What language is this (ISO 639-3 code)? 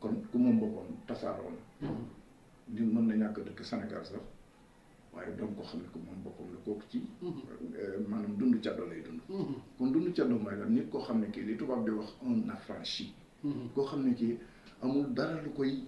wol